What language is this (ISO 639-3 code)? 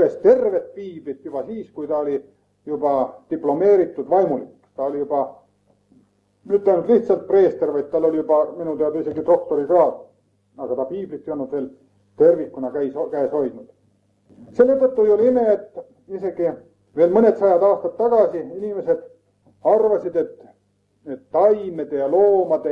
est